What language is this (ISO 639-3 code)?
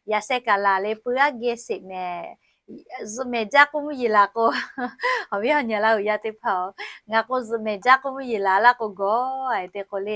lhu